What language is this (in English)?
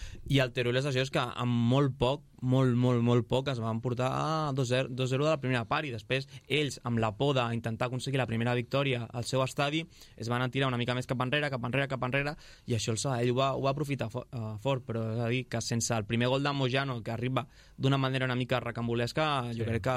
Catalan